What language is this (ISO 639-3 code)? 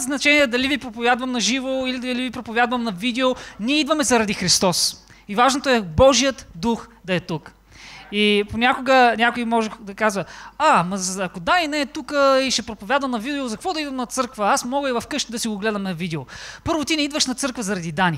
bul